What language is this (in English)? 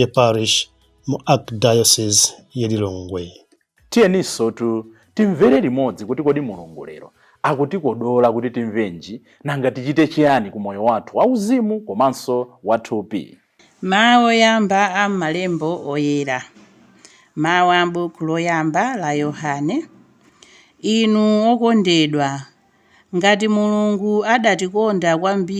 Nyanja